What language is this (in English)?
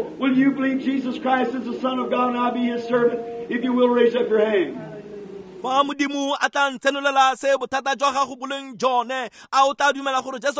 Tswana